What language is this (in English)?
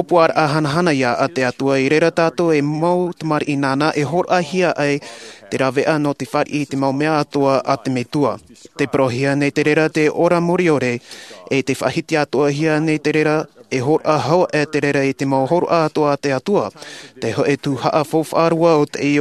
Tahitian